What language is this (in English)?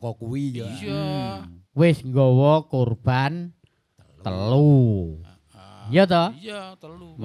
Javanese